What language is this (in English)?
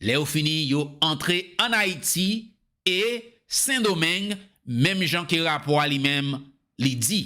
Haitian Creole